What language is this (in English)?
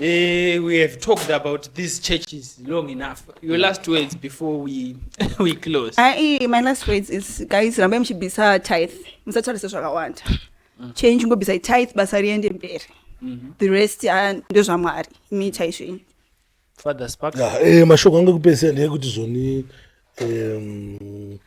Shona